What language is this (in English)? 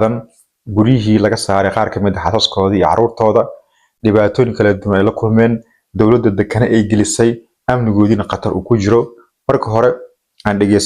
Somali